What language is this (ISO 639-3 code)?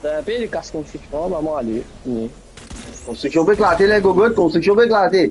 mfe